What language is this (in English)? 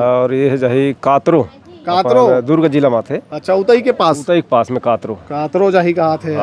Chhattisgarhi